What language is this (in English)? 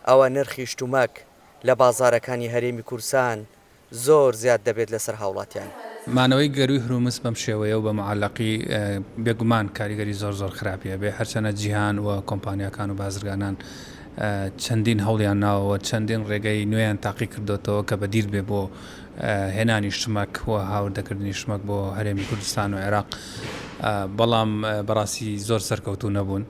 Central Kurdish